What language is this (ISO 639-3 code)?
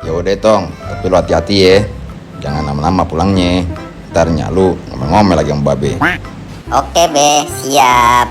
bew